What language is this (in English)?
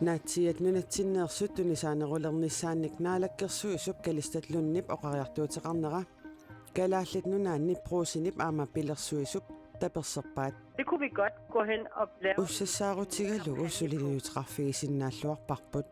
Kalaallisut